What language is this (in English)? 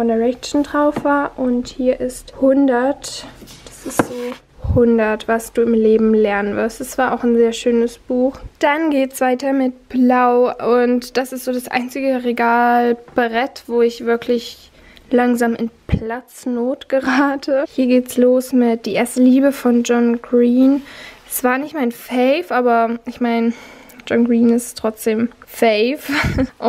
German